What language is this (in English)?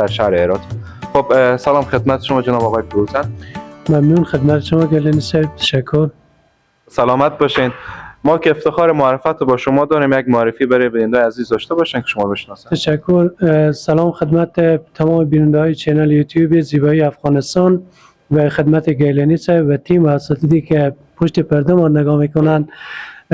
Persian